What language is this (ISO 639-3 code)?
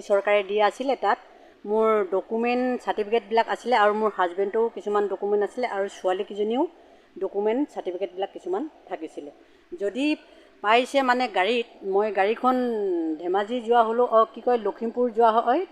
asm